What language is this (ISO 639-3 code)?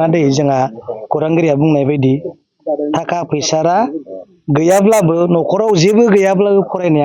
brx